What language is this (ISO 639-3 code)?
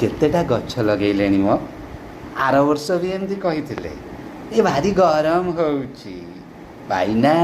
ori